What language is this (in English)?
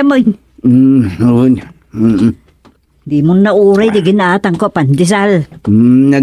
Iloko